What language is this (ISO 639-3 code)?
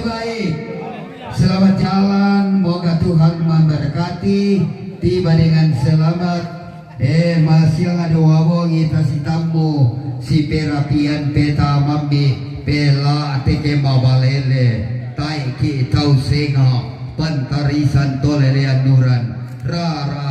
sda